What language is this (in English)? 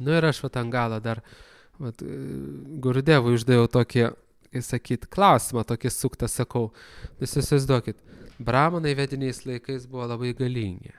Lithuanian